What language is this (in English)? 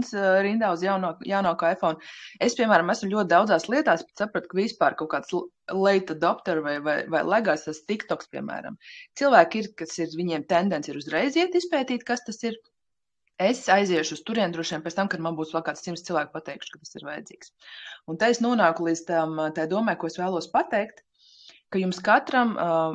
Latvian